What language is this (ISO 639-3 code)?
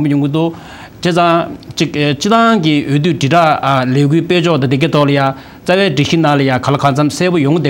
bod